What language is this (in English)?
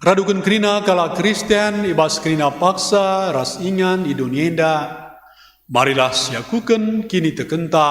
Batak Karo